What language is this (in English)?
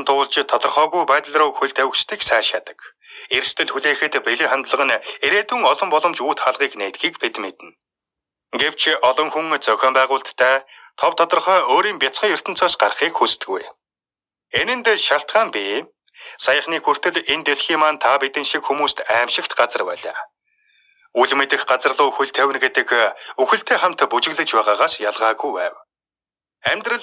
Mongolian